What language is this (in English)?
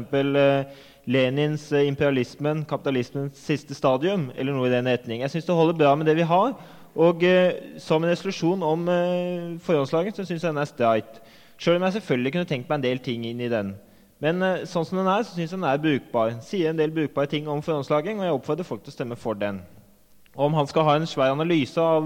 Norwegian